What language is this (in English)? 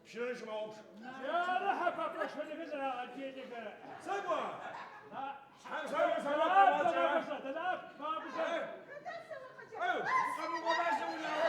Adyghe